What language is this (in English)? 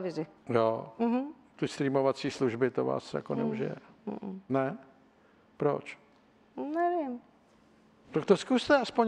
Czech